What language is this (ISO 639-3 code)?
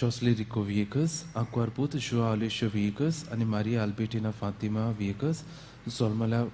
kok